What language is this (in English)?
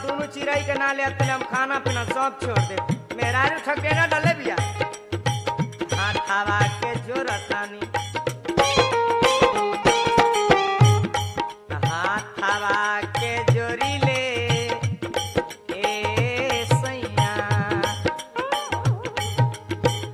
Bhojpuri